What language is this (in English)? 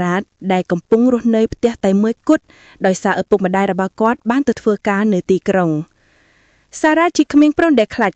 Khmer